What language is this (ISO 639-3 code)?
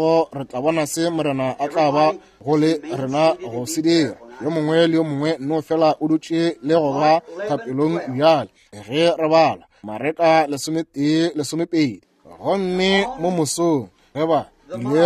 nso